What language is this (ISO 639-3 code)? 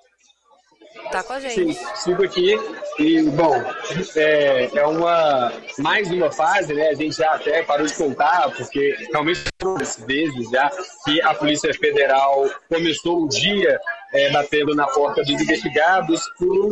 por